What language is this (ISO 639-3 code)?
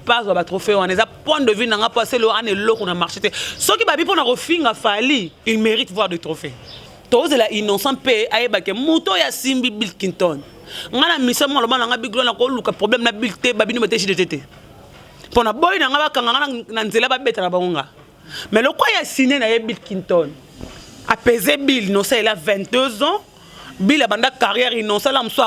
lin